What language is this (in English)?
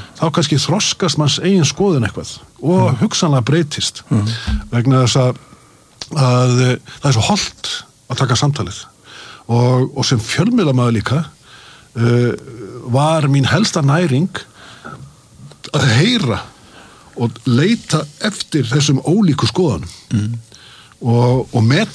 Icelandic